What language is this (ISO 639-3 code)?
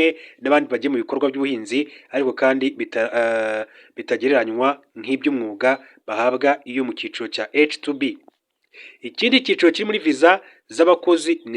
kin